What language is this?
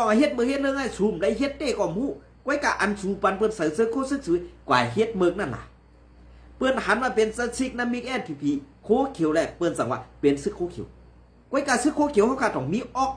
Shan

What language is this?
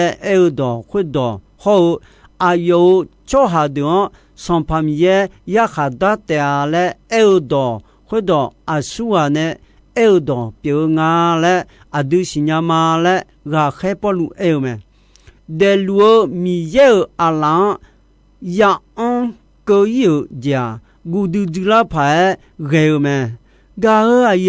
Akha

